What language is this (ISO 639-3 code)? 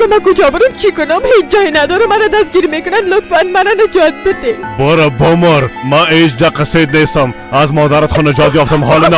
fas